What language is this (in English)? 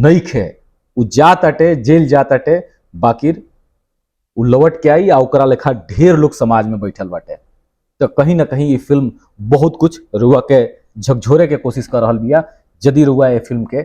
Bhojpuri